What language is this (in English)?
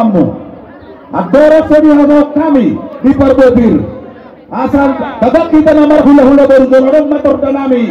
Batak Toba